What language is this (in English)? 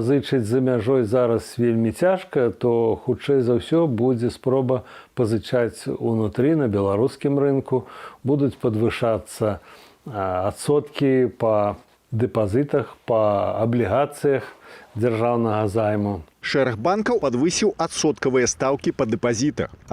Belarusian